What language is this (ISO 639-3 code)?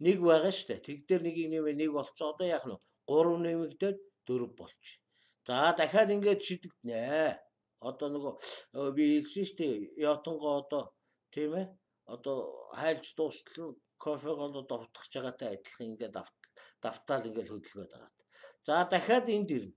mon